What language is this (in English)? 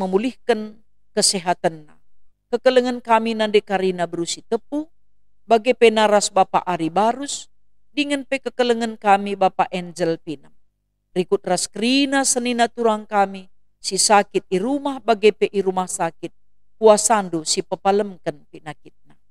Batak Karo